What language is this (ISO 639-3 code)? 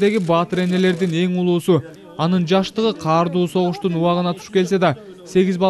kir